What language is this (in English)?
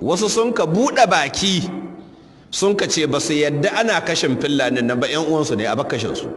Hausa